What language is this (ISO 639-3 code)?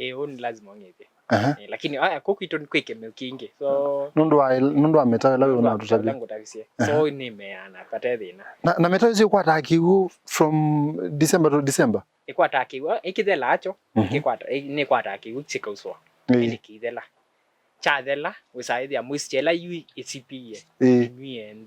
kam